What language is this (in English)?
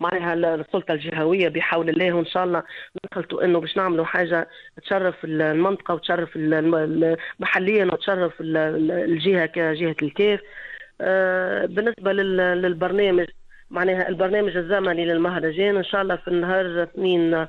Tunisian Arabic